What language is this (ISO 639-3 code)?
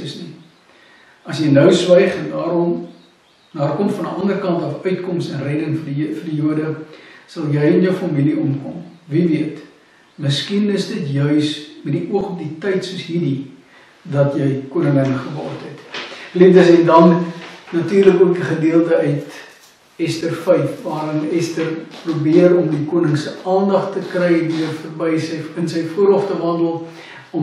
afr